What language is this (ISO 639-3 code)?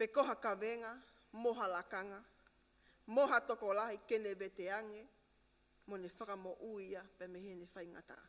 ton